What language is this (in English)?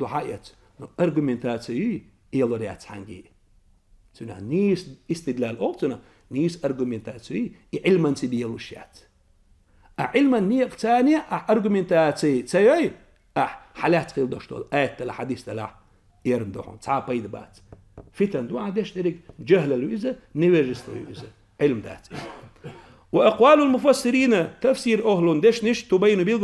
Chechen